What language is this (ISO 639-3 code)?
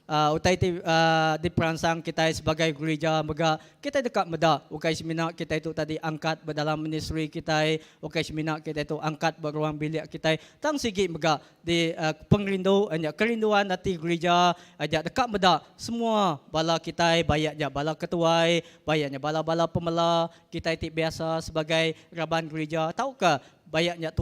iba